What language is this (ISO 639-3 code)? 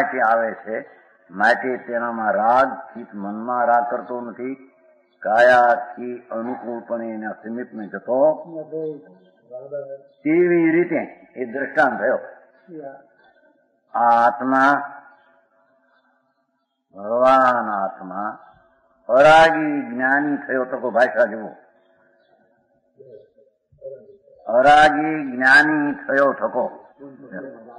guj